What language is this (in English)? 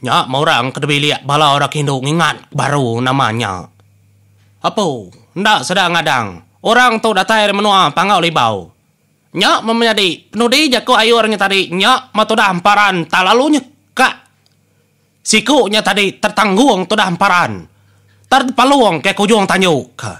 Iban